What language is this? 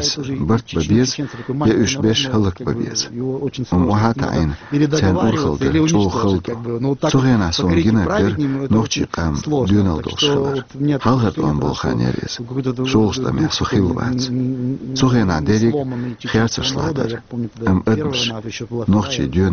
Chechen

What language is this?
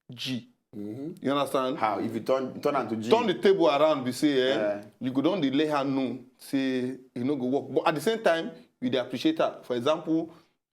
Nigerian Pidgin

